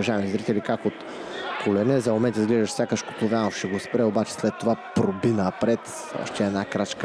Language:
Bulgarian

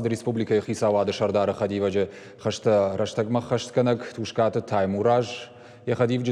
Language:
Ossetic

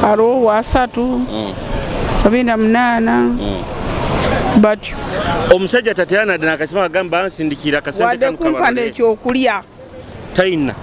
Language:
Nyoro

